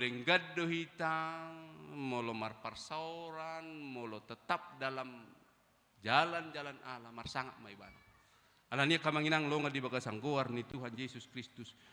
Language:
Batak Toba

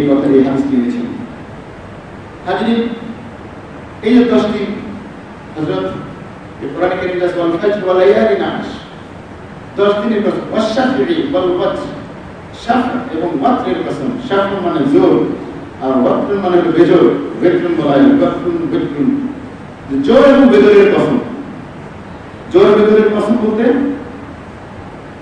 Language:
Bangla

